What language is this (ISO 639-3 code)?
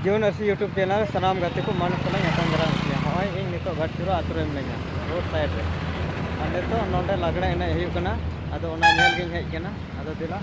sat